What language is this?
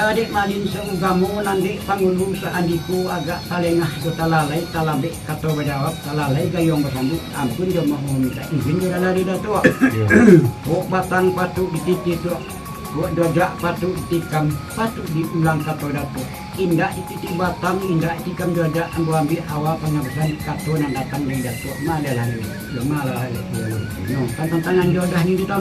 Minangkabau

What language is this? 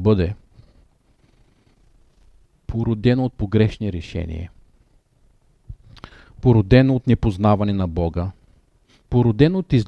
Bulgarian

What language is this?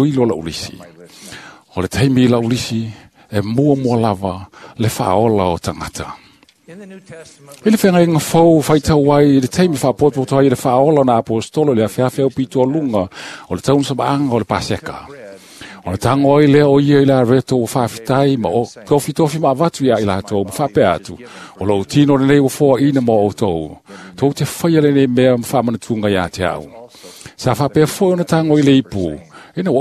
Samoan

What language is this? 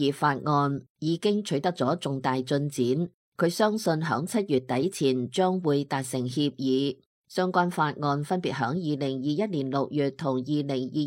Cantonese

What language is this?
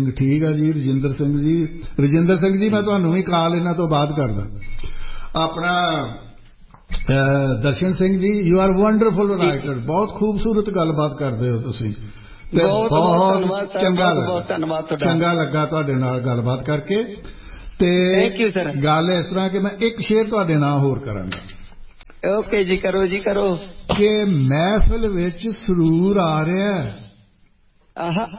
Punjabi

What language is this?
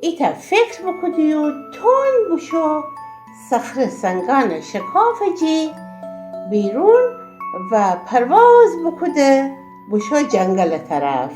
Gilaki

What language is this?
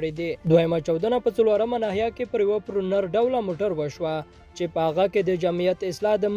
Pashto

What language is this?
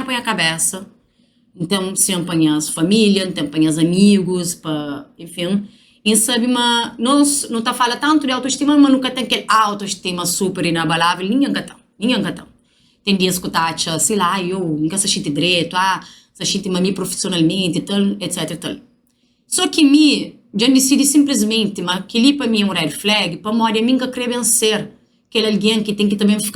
Kabuverdianu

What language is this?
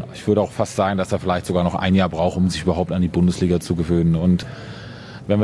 German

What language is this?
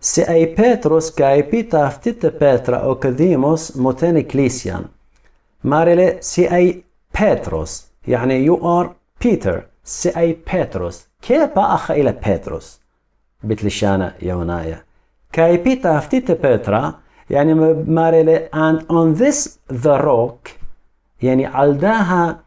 Assyrian Neo-Aramaic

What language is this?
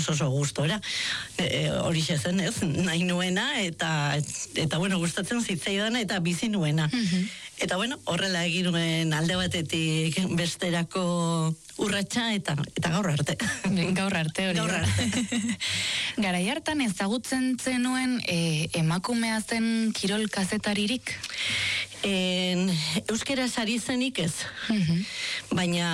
Basque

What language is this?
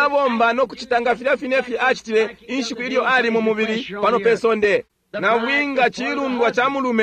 Bemba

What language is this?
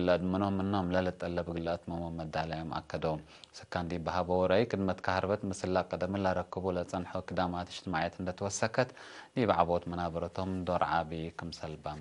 Tigre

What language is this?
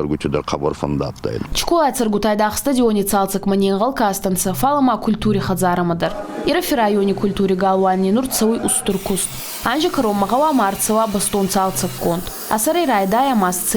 Ossetic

